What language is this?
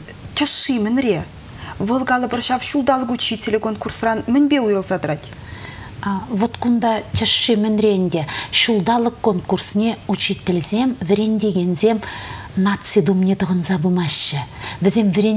Chuvash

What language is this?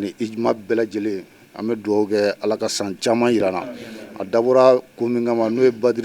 Bambara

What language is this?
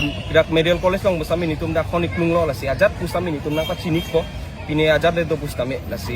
Karbi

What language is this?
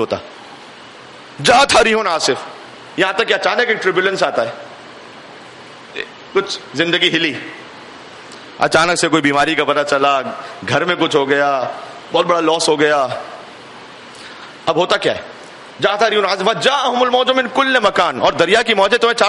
Urdu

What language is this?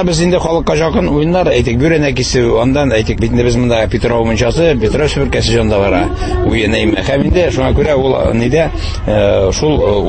Tatar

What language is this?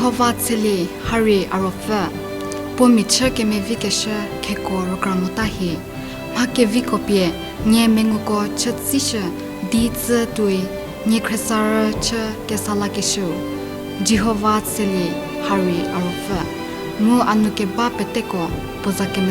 Angami Naga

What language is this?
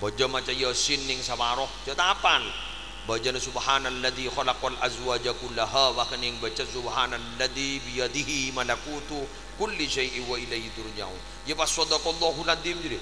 Madurese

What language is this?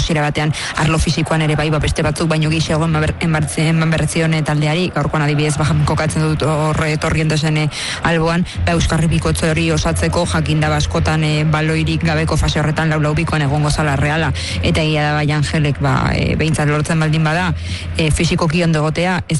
Basque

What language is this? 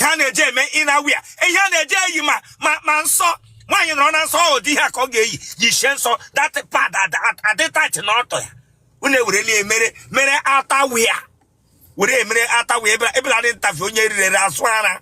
Igbo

